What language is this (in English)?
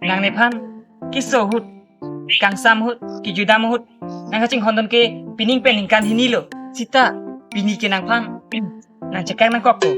Karbi